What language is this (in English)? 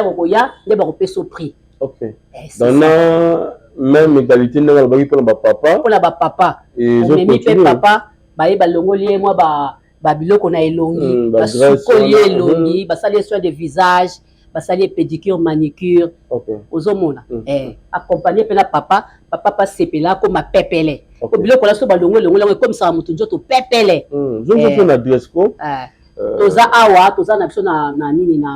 Lingala